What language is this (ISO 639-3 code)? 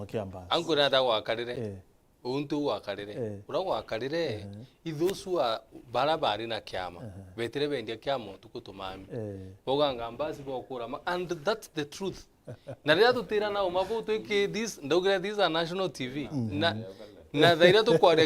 mer